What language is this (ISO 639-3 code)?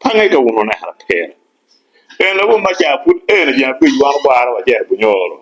ach